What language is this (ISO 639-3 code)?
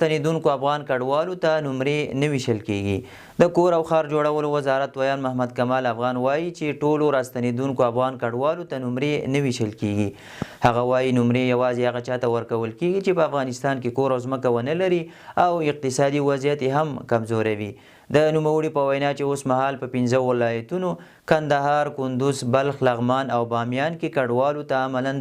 pus